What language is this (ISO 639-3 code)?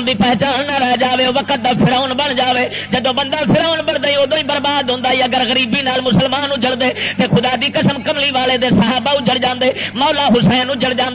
lah